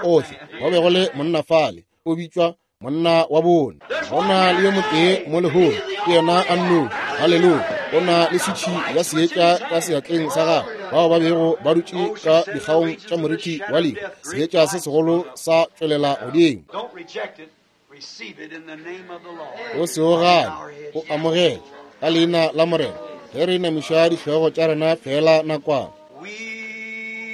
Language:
Northern Sotho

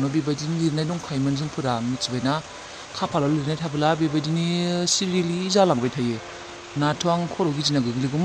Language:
Bodo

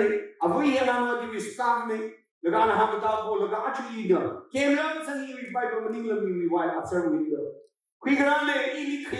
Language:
Tangkhul Naga (India)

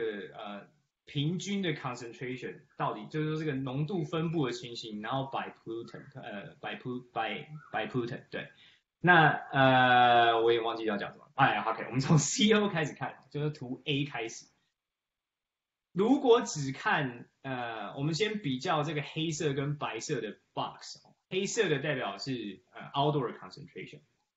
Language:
Chinese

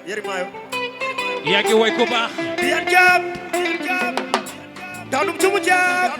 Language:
Fula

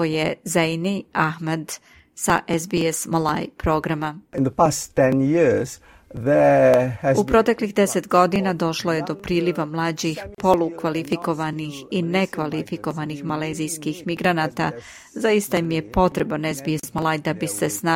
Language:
Serbian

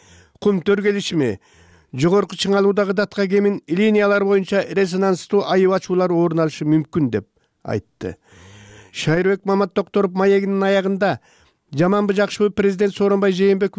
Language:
Kyrgyz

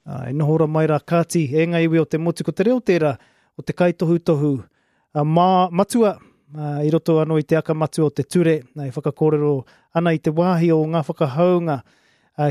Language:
Māori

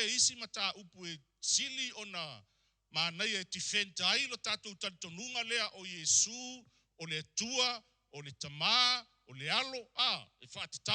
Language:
Samoan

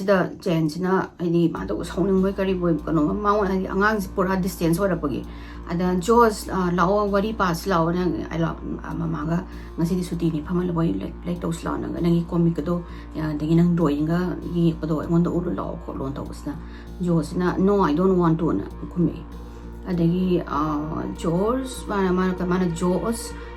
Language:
Manipuri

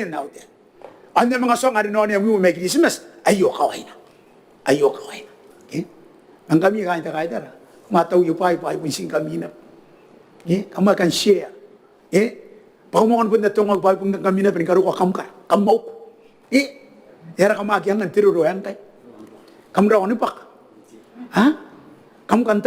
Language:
Gilbertese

